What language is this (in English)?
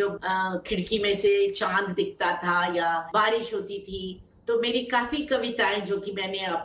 Hindi